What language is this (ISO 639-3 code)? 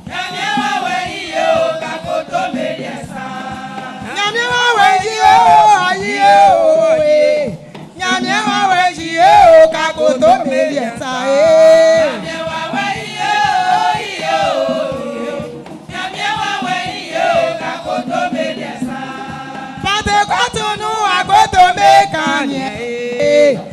bci